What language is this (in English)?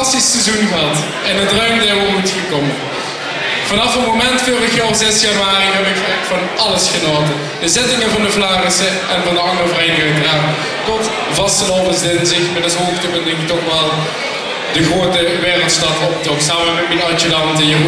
Limburgish